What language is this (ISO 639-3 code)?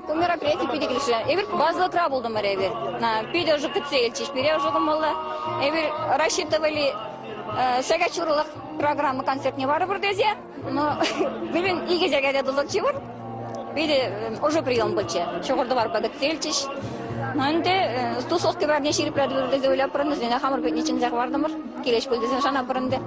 chv